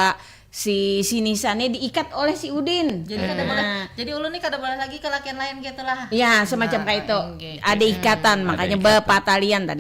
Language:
Banjar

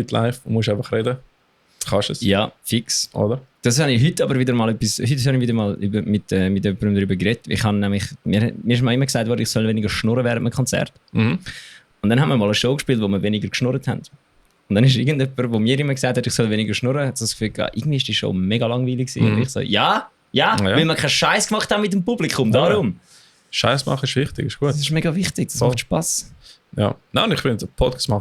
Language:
Swiss German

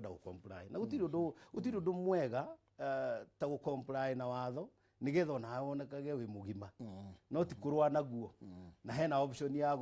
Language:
Kikuyu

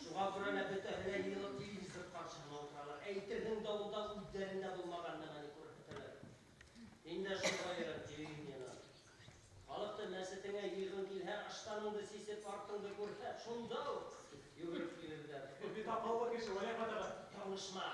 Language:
Bashkir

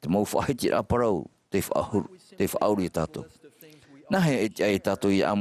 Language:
Tahitian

